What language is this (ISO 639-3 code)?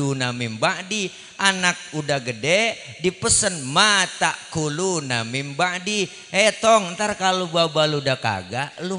bew